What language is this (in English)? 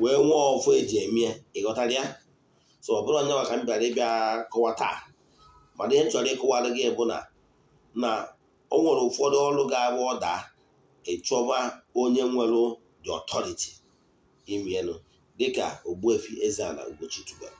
Igbo